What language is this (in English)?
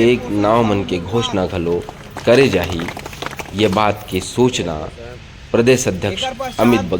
Chhattisgarhi